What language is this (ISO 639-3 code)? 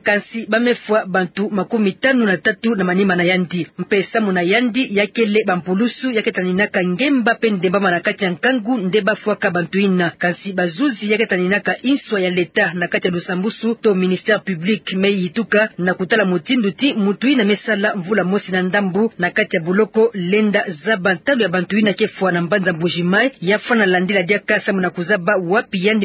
ktu